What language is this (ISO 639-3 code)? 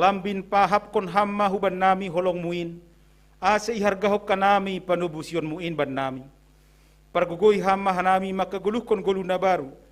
bts